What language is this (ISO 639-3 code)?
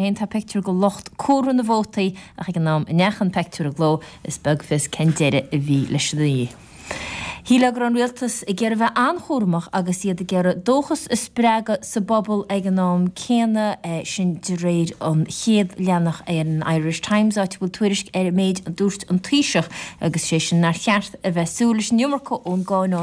gle